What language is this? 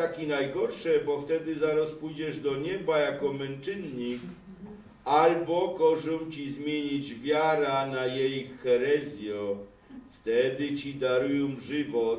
Silesian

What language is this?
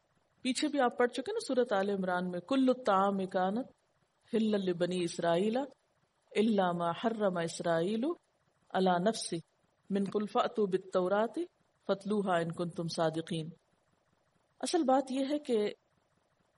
Urdu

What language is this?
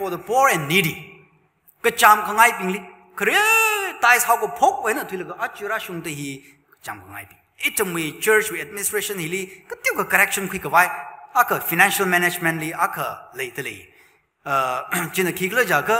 Tangkhul Naga (India)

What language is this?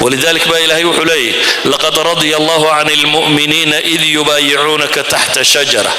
Somali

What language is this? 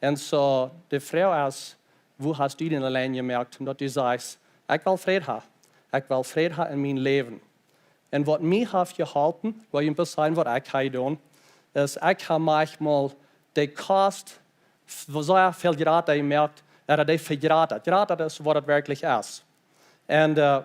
Plautdietsch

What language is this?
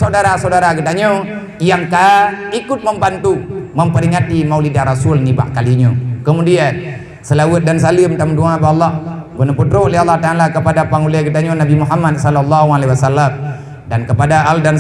Achinese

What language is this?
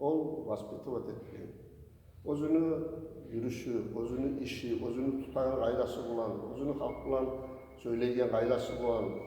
Kumyk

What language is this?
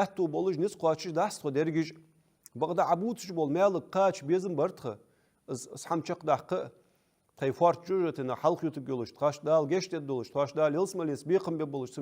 Ingush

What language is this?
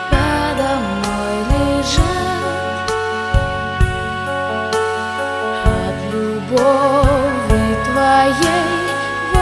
Russian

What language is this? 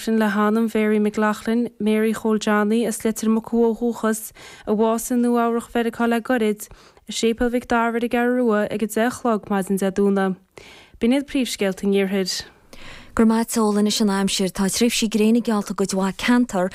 Irish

